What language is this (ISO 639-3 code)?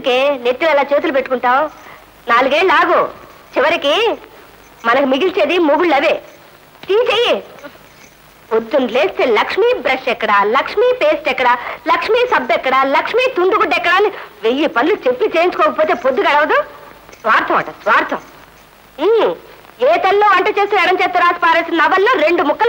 tel